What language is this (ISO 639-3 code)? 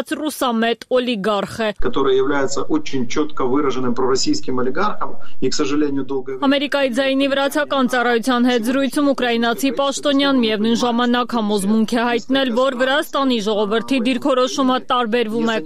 hye